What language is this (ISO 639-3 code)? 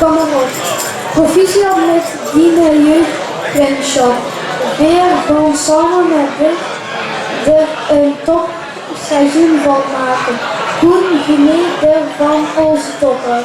lim